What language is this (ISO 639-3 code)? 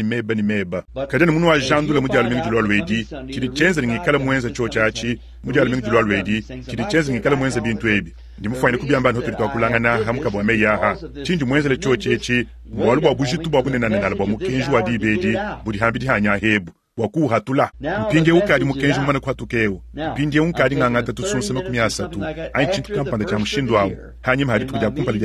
lua